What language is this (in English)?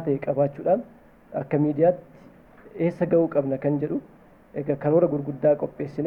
Oromo